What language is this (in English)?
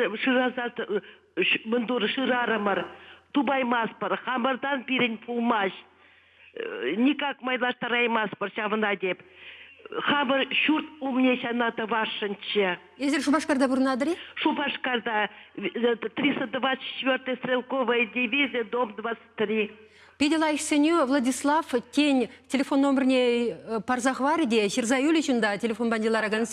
Chuvash